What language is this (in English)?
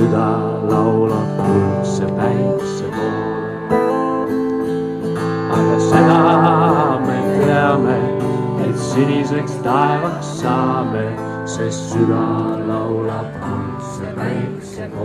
Estonian